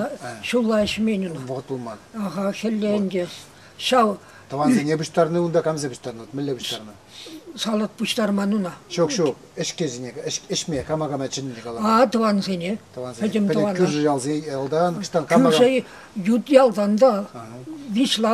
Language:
Chuvash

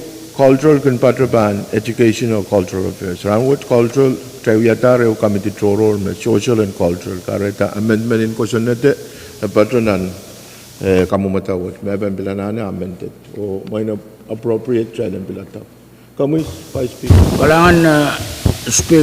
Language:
Pohnpeian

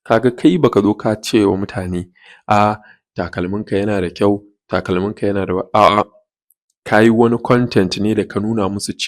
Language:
Hausa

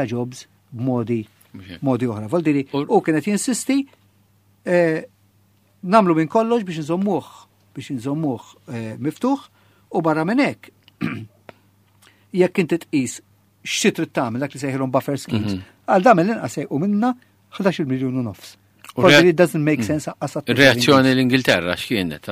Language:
Maltese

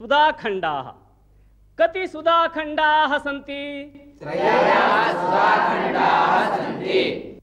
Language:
Sanskrit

